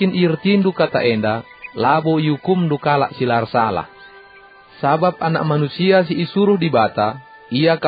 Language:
Batak Karo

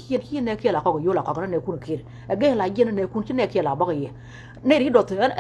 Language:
Nuer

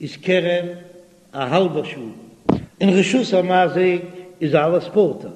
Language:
Yiddish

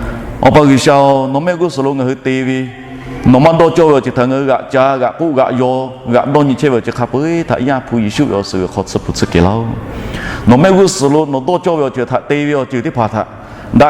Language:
Lahu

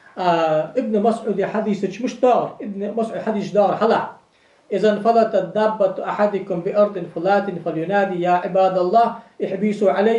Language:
Ingush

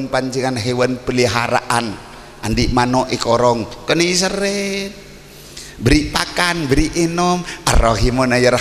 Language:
Madurese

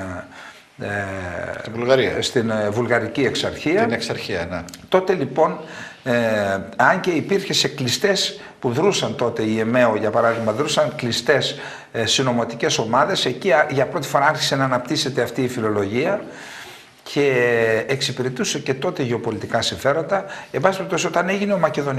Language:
Greek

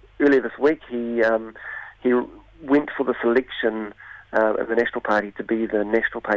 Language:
English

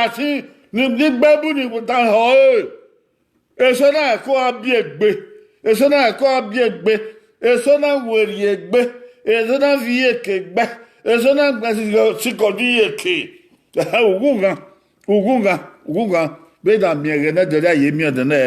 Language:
Bini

